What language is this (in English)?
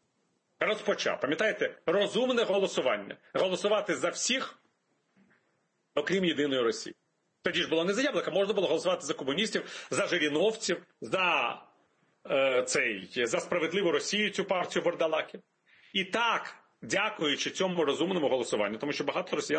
Ukrainian